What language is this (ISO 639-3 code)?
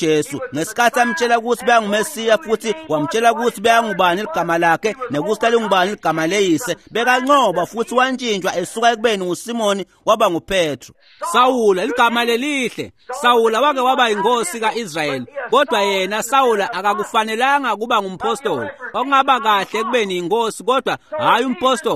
ssw